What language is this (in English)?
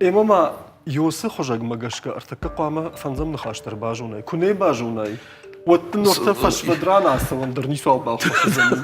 Ossetic